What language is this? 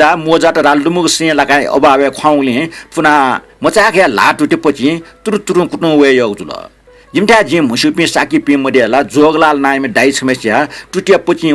Newari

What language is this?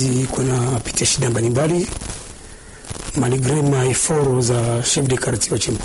Swahili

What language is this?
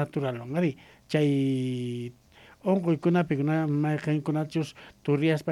Quechua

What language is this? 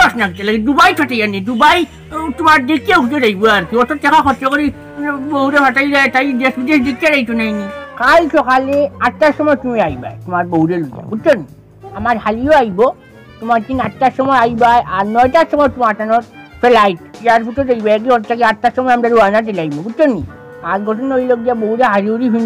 Sylheti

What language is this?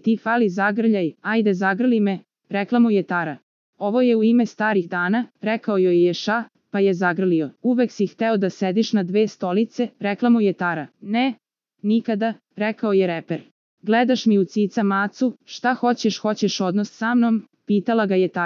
Serbian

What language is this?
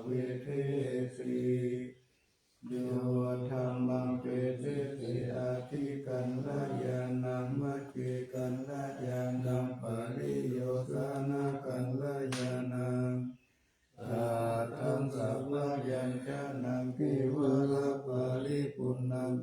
Pali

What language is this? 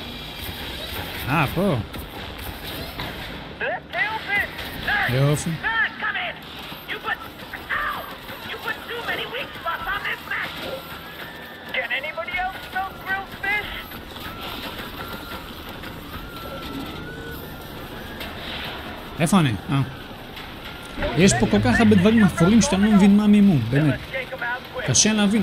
Hebrew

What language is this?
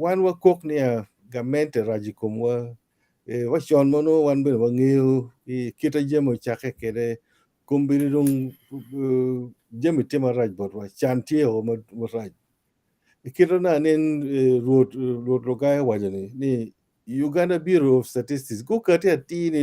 Acoli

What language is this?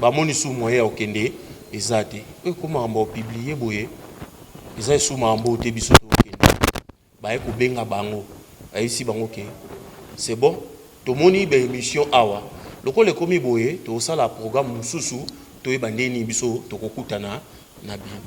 Lingala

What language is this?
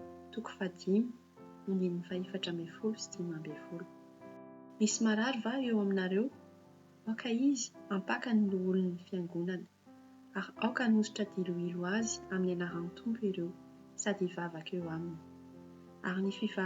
Malagasy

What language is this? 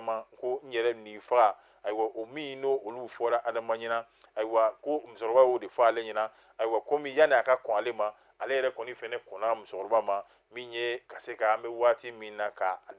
Bambara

